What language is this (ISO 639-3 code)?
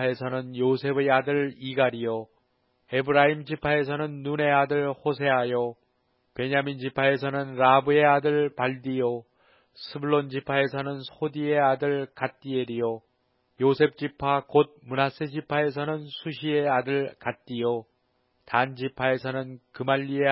kor